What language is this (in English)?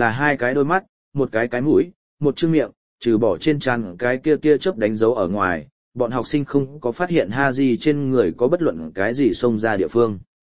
Vietnamese